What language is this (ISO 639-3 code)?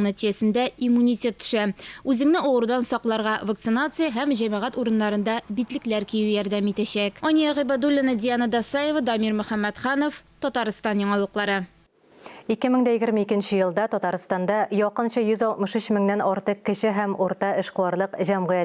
tat